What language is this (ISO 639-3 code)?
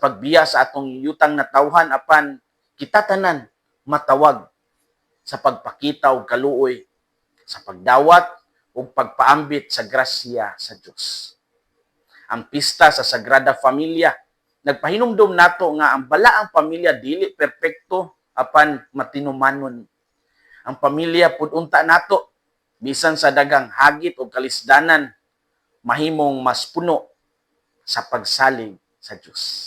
ceb